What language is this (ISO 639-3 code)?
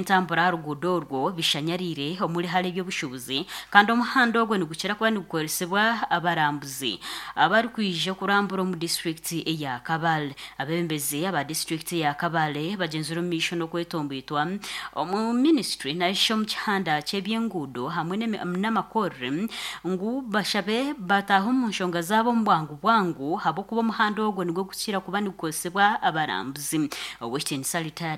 nyn